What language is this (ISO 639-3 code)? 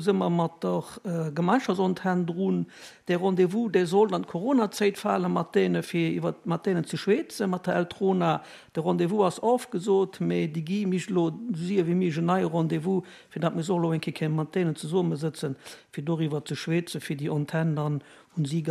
ltz